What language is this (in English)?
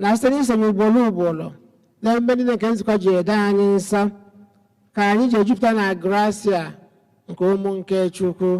Igbo